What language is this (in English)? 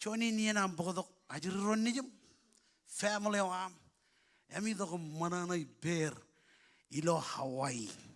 Marshallese